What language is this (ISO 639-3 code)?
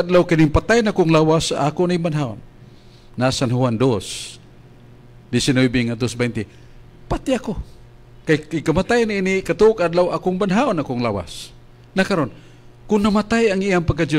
ceb